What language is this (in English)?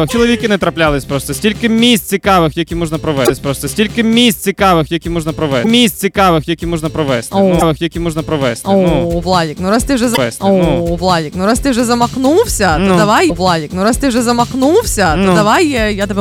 Ukrainian